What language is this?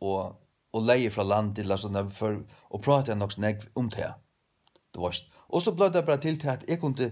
Faroese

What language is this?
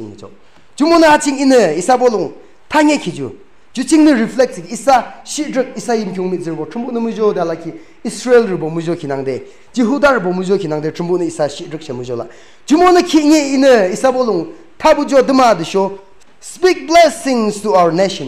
Yimchungru Naga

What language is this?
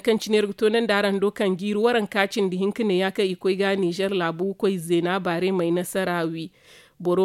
Zarma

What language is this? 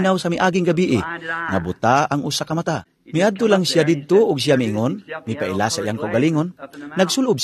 Cebuano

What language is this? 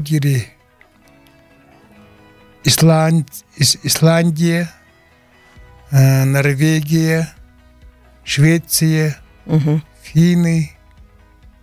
Buriat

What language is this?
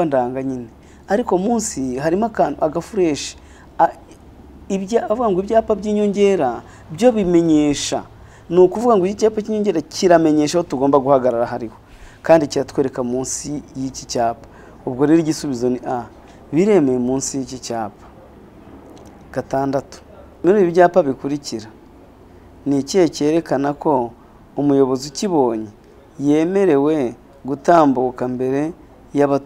Kinyarwanda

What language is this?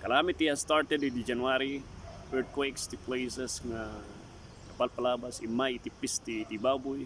Iloko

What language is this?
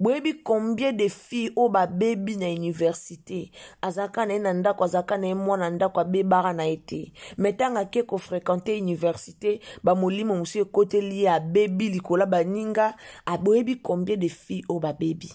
Lingala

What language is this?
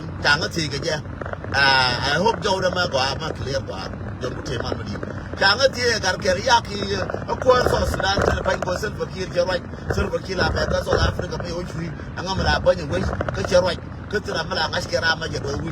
Nuer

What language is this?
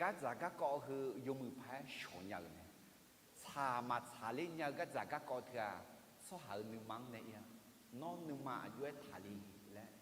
Akha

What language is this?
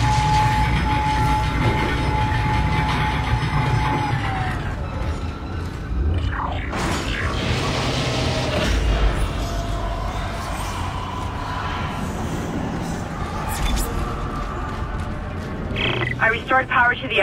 English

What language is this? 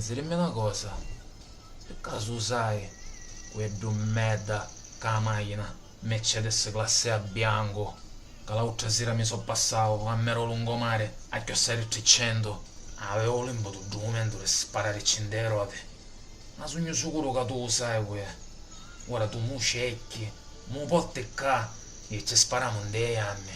Sicilian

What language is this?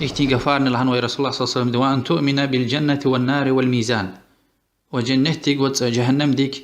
Lezghian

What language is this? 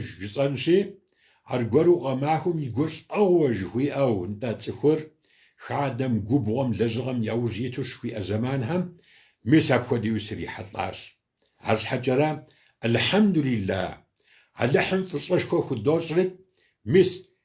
Kabardian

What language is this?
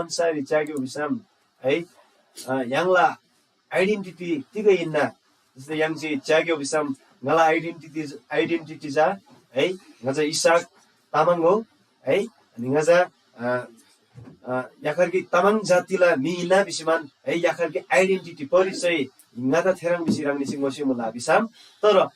Eastern Tamang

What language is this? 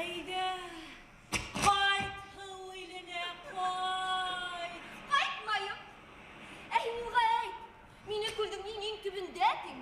Bashkir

